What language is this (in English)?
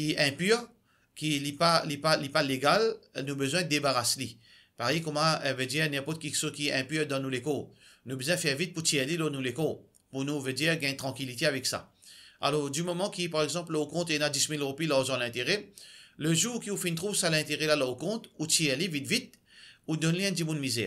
Morisyen